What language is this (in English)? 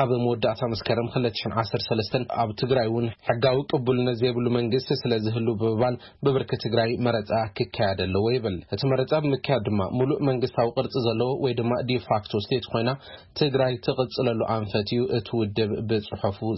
Tigrinya